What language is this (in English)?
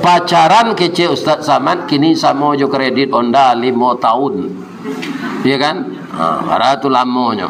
Minangkabau